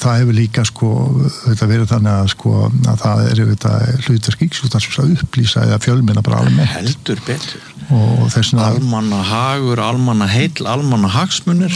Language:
Icelandic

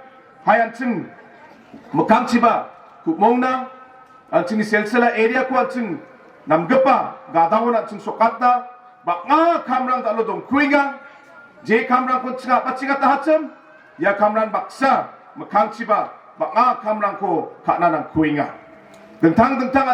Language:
Garo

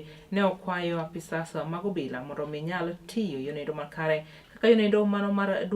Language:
Luo (Kenya and Tanzania)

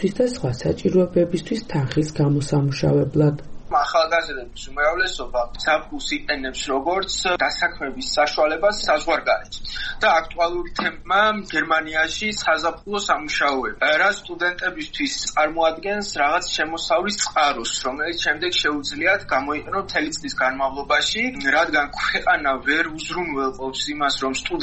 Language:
Georgian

